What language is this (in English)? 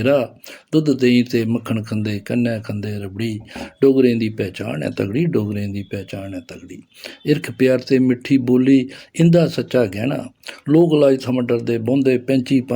Dogri